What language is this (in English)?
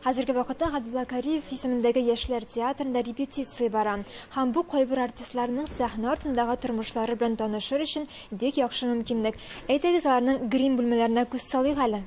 Tatar